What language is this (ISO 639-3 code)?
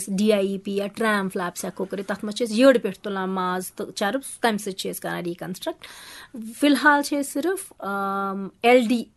kas